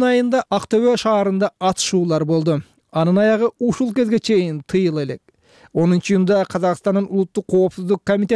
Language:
Kyrgyz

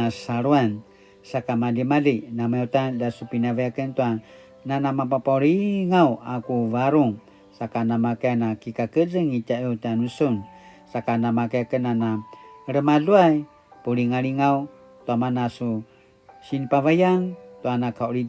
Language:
Paiwan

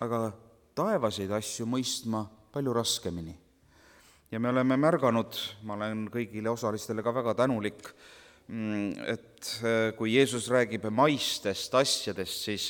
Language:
Estonian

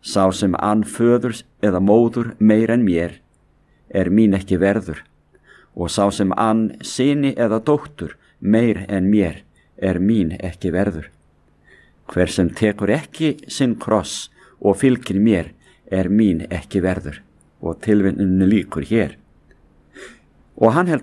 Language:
Icelandic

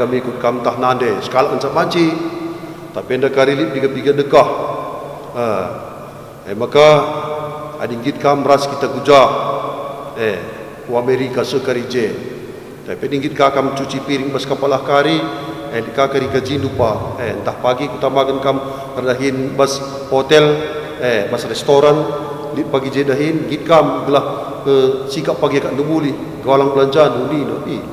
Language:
Batak Karo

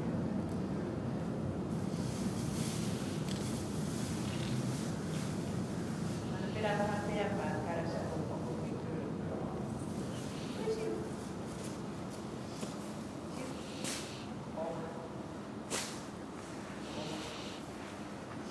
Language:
Finnish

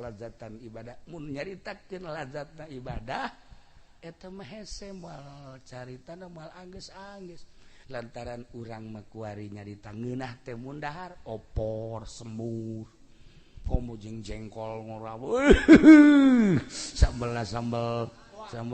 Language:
Sundanese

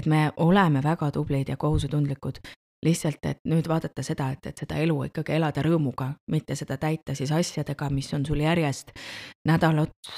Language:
Estonian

